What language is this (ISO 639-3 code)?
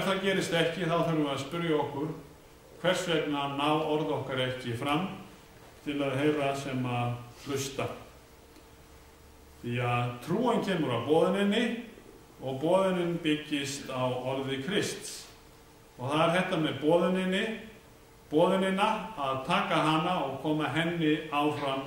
isl